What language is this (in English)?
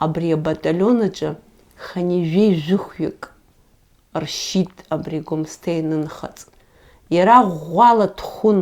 Abkhazian